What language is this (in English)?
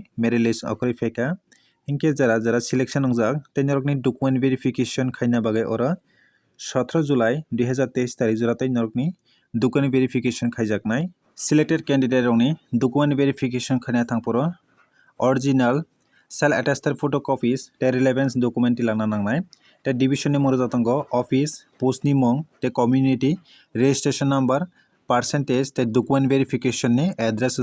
Kok Borok